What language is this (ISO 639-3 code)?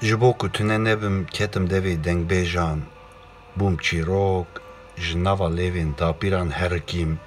kur